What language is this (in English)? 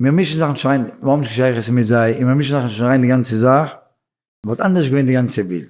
Yiddish